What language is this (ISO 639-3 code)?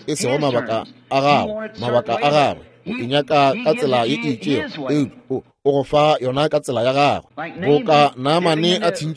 nso